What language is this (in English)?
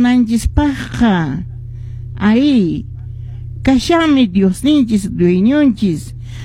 Quechua